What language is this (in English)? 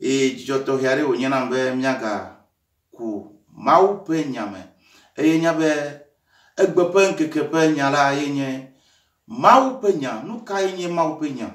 Ewe